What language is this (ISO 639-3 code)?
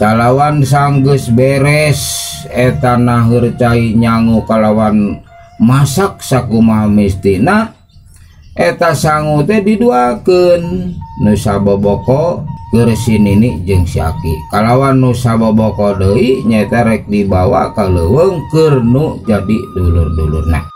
sun